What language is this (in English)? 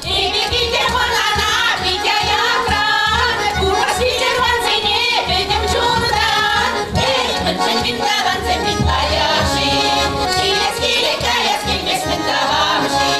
Chuvash